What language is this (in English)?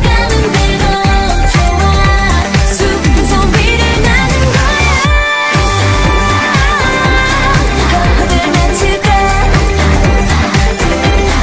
Korean